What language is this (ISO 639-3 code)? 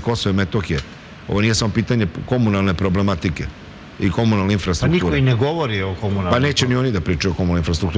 srp